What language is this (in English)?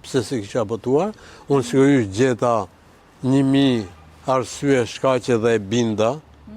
Albanian